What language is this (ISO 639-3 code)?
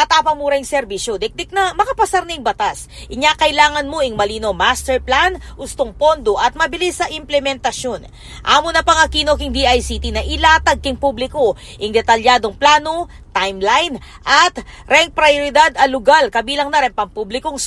pam